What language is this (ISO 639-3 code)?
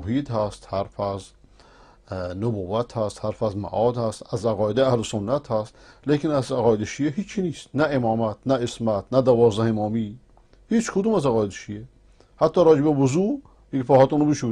fas